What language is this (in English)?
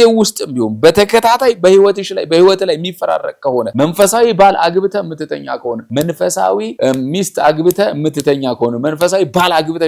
Amharic